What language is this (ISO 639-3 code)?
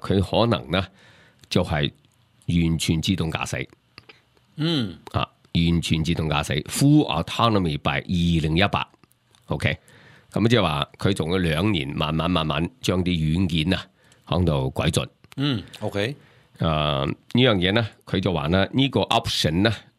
yue